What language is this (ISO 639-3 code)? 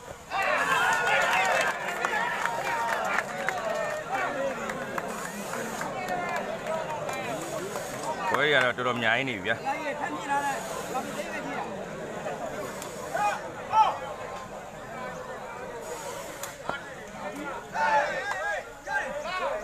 mya